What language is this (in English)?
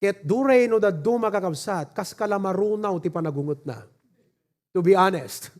Iloko